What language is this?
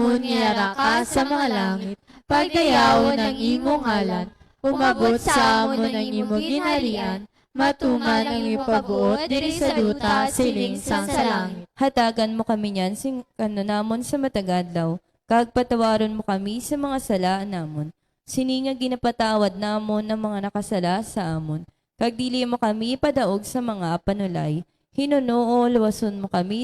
Hiligaynon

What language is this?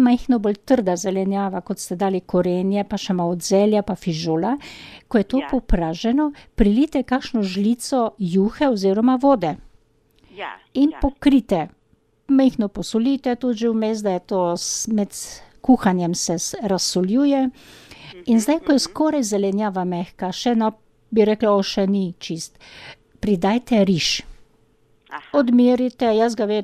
Slovenian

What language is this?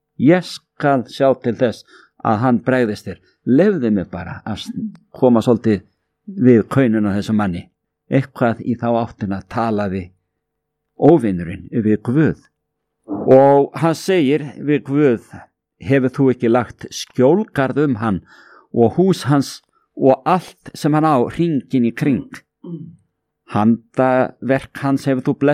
Icelandic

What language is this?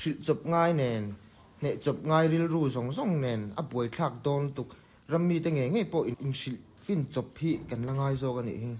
Mizo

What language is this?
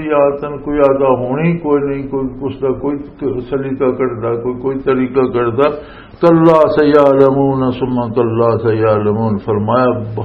Western Panjabi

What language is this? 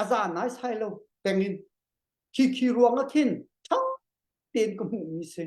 Hakha Chin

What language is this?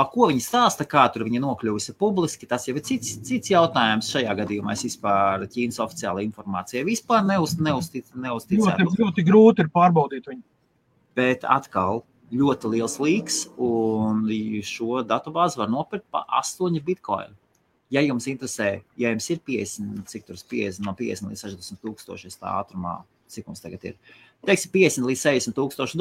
Latvian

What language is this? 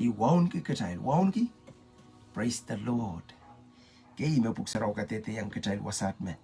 Pohnpeian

